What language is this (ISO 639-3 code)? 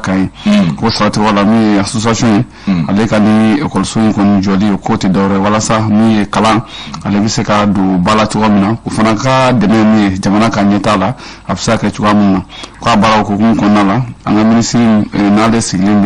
bam